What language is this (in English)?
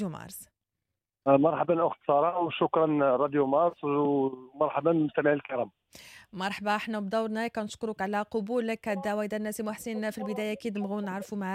Moroccan Arabic